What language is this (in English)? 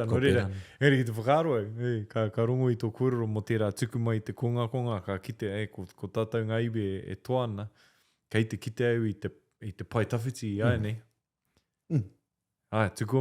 Māori